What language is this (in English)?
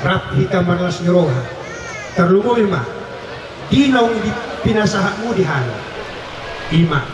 Batak Toba